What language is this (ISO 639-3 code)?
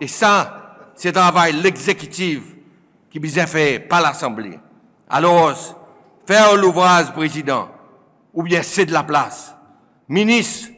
crs